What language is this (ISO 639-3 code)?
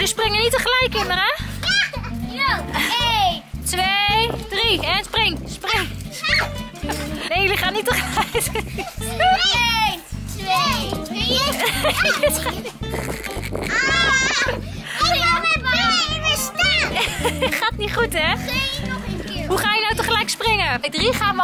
nld